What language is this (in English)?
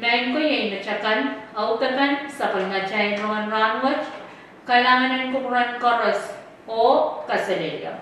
Pohnpeian